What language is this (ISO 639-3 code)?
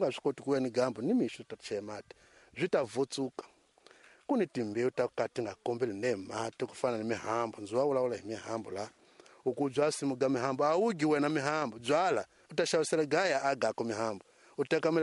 tso